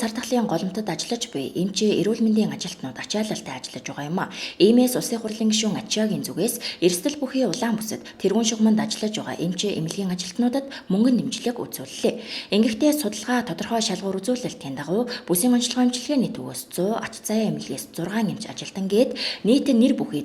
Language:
Mongolian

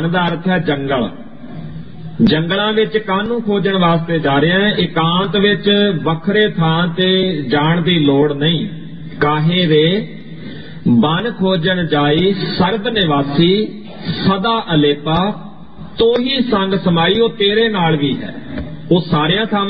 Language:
Punjabi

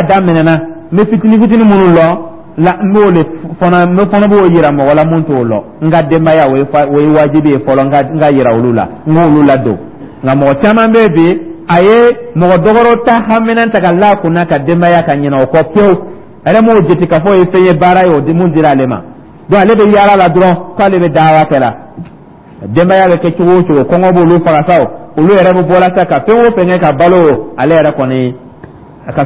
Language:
Dyula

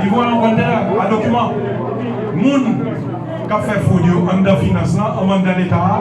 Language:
Haitian Creole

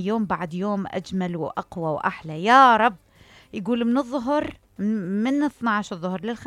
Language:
Mesopotamian Arabic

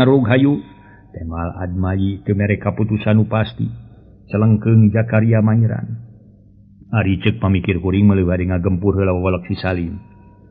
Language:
Sundanese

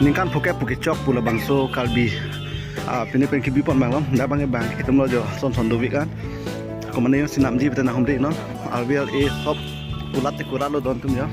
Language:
Karbi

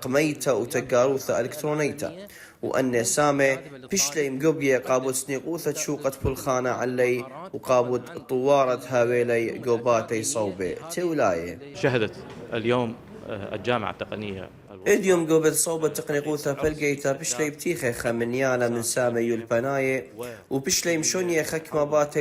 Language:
Assyrian Neo-Aramaic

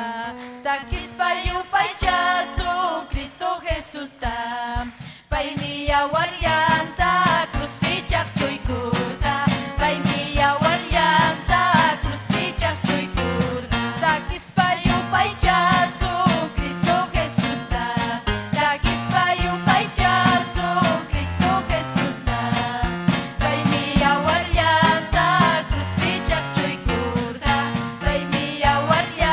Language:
Ayacucho Quechua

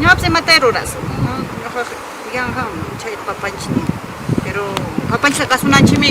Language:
Ayacucho Quechua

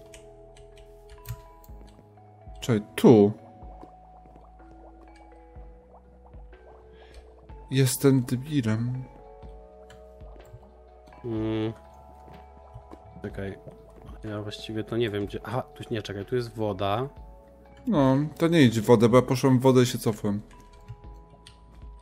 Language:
Polish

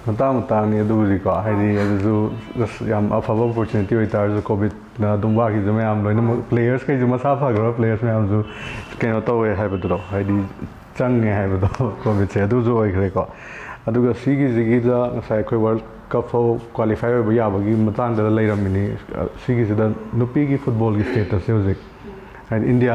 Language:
Manipuri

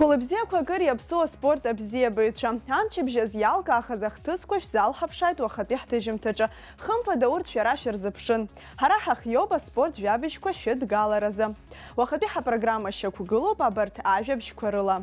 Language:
Abkhazian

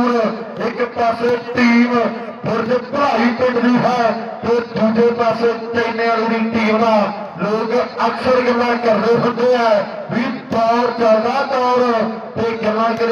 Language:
Punjabi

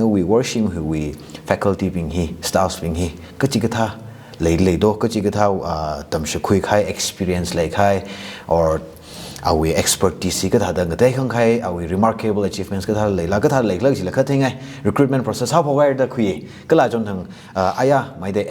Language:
Tangkhul Naga (India)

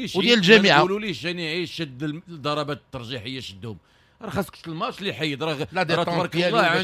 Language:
Moroccan Arabic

